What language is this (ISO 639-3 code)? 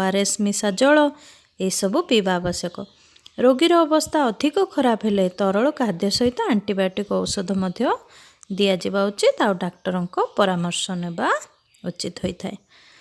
ori